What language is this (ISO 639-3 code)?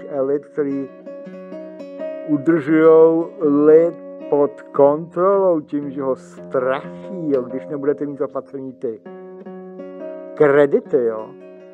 ces